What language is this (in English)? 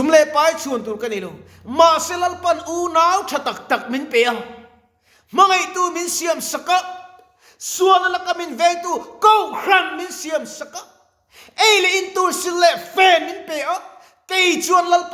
Mizo